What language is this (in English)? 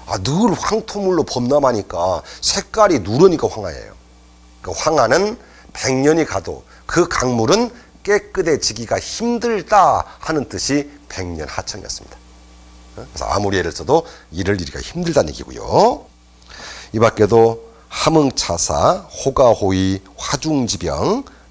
Korean